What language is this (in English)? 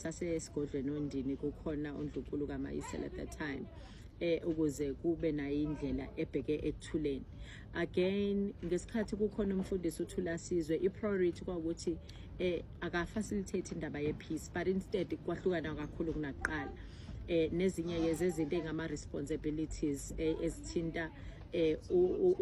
Zulu